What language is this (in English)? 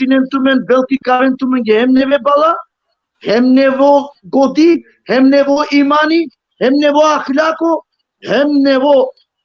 Balkan Romani